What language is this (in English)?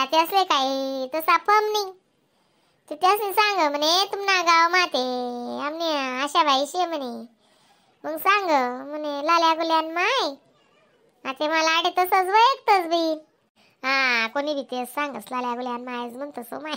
Khandesi